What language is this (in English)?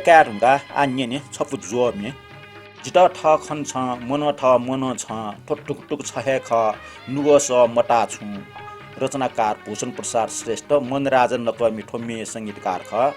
Newari